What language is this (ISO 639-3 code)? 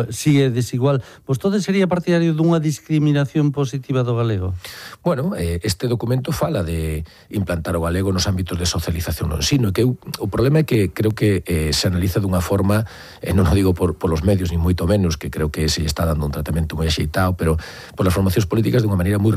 glg